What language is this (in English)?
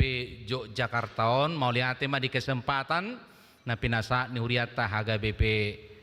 Batak Toba